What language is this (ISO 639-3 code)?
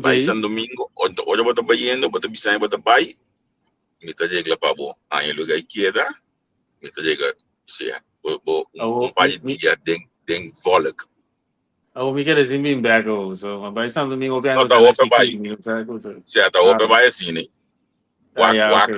pap